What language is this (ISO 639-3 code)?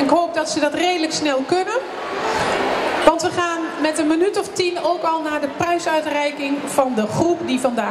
nld